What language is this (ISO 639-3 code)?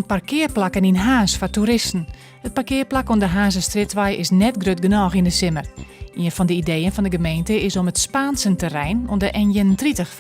fry